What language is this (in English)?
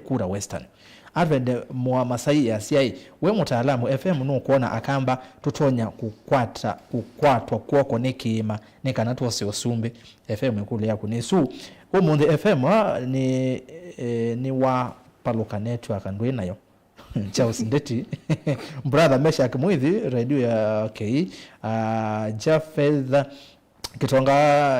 Kamba